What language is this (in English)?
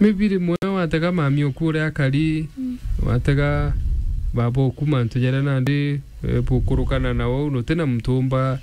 Meru